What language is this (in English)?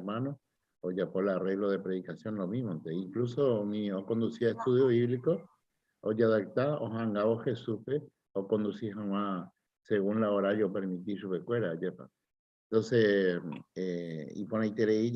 Guarani